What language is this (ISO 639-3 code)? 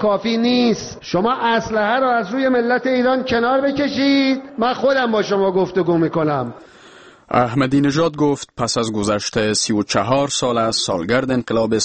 fas